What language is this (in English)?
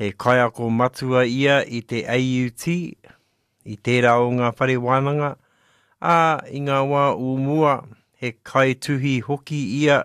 Māori